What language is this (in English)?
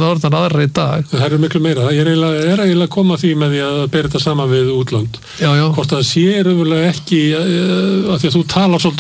Icelandic